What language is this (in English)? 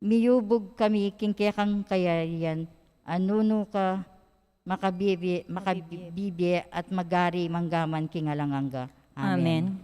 Pampanga